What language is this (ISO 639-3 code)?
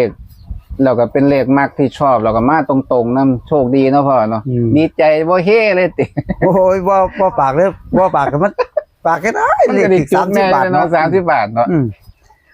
tts